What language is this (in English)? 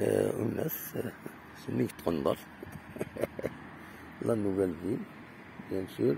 Kabyle